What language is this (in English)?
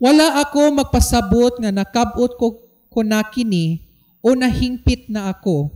Cebuano